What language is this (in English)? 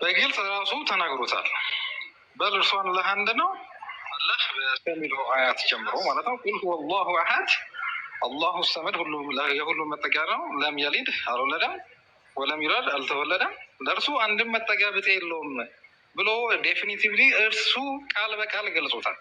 Amharic